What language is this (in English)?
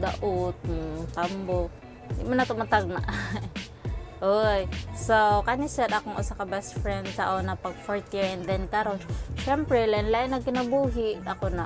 Cebuano